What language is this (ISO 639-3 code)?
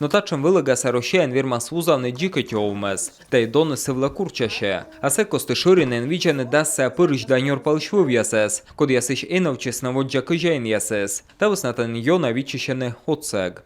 kom